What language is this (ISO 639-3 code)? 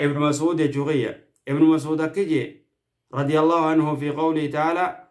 orm